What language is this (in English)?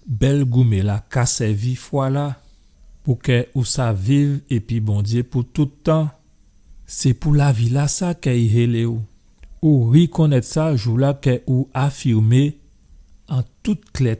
Guadeloupean Creole French